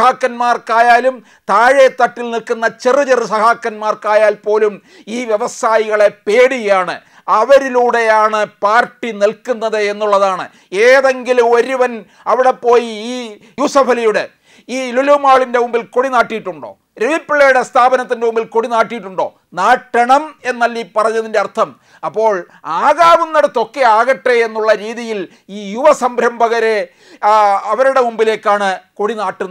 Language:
Malayalam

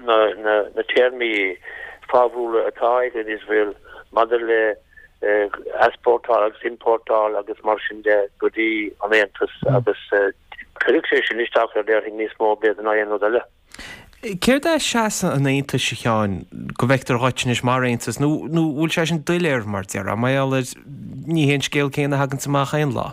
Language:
Irish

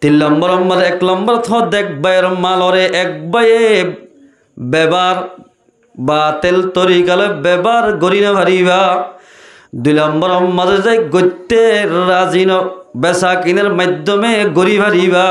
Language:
Rohingya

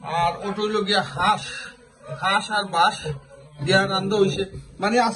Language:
Sylheti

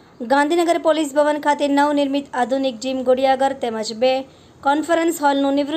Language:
Gujarati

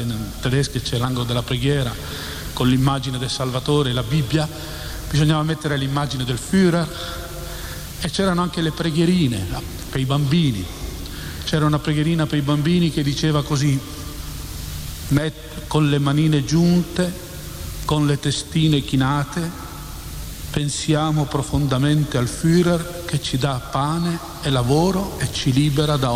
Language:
Italian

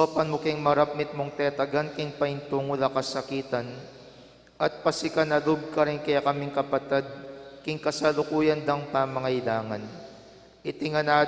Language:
Pampanga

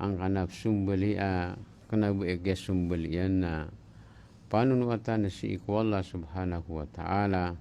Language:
Maranao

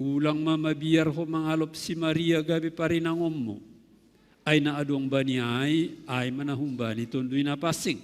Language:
Batak Simalungun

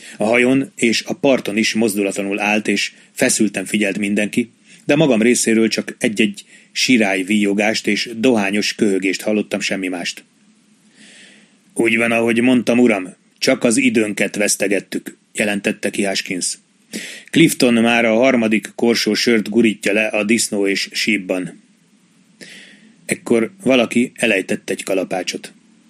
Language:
Hungarian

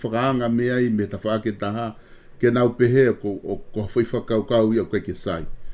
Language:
Tongan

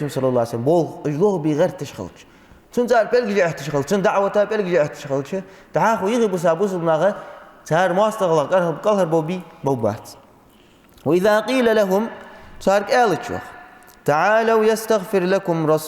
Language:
Ingush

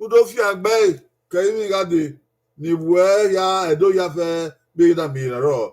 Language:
Bini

